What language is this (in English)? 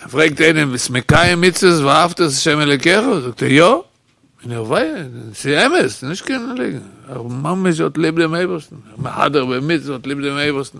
Yiddish